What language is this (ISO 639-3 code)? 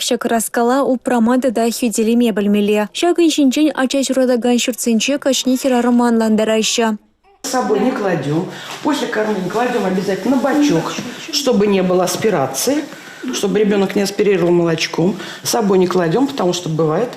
chv